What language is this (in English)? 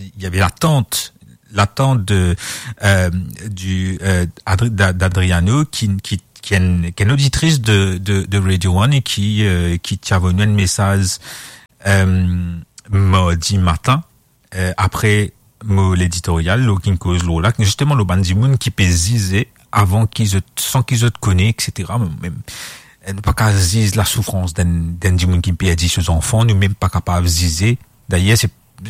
Morisyen